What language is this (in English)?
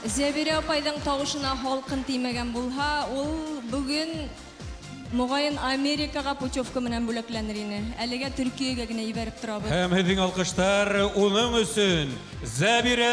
Bashkir